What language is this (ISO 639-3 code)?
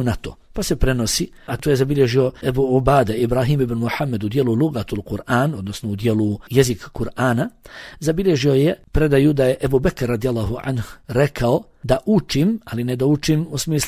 bos